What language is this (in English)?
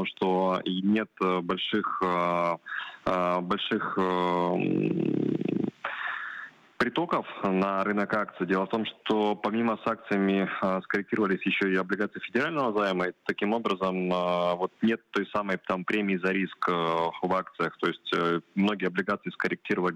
Russian